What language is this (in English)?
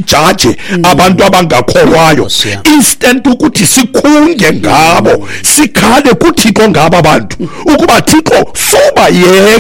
Xhosa